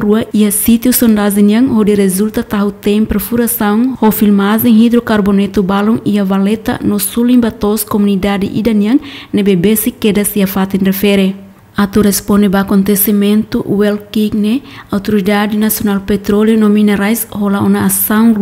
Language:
Tetum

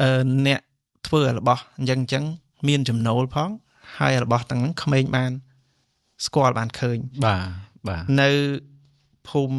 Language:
Khmer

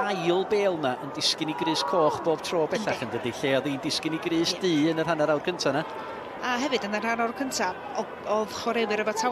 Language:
Welsh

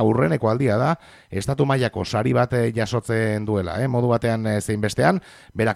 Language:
Basque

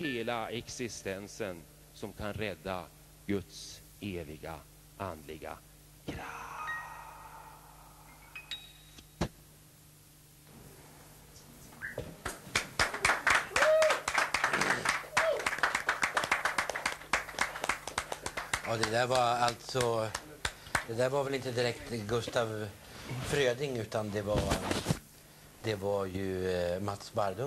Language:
Swedish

